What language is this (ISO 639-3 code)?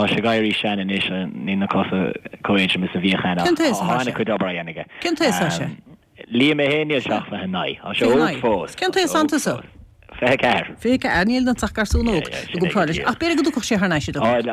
gle